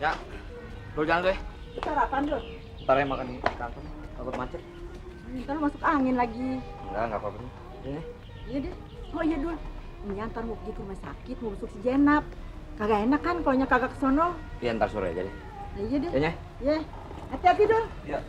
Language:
Betawi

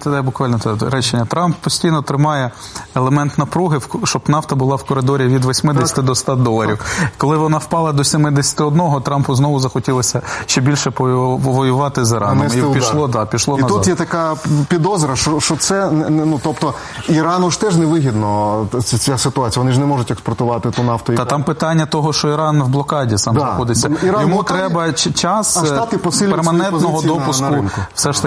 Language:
Ukrainian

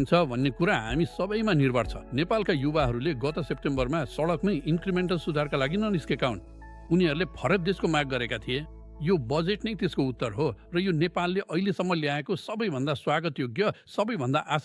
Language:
Nepali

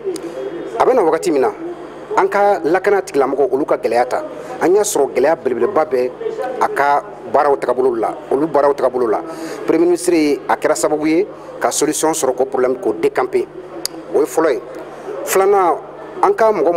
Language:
Bambara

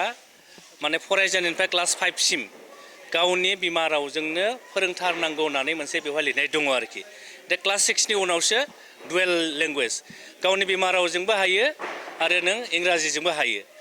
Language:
Bodo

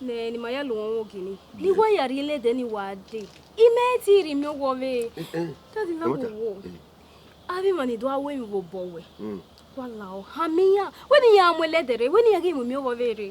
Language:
Bini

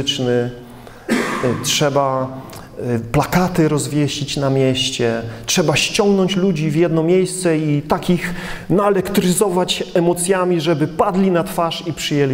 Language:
Polish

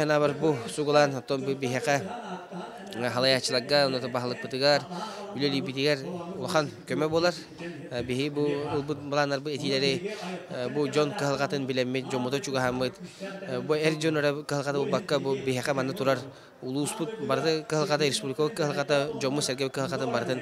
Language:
Yakut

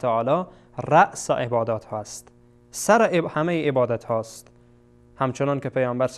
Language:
Persian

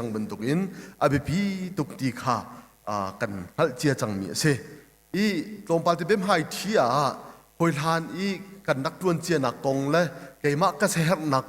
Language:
Hakha Chin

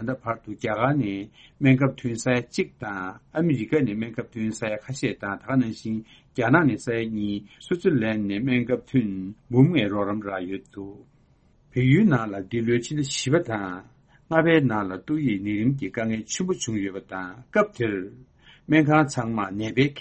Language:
Tibetan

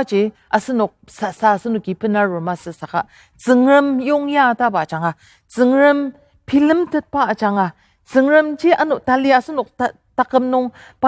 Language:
Ao Naga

